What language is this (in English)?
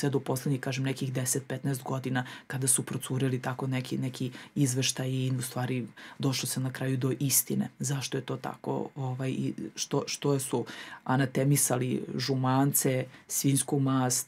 Serbian